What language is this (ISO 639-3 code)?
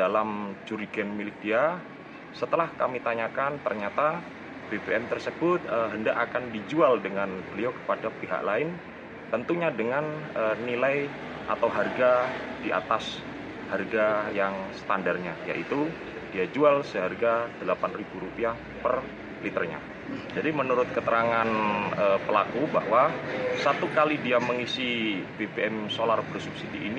ind